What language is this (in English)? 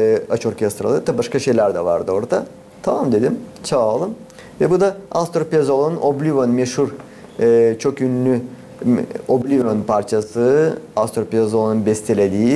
Gagauz